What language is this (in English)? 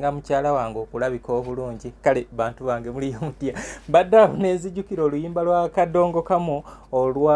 Ganda